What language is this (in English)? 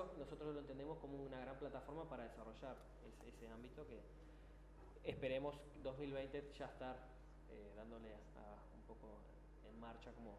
Spanish